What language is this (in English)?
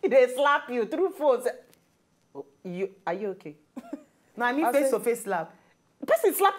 Nigerian Pidgin